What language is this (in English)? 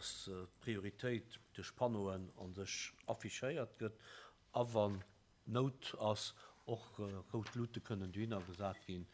Luxembourgish